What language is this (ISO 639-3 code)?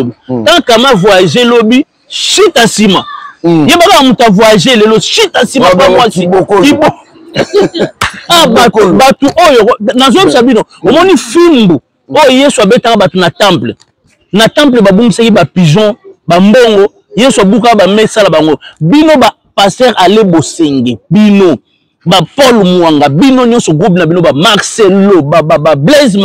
lin